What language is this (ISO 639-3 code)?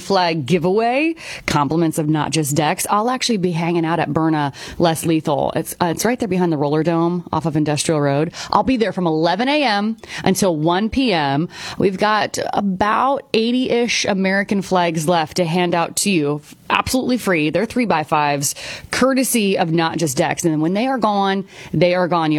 eng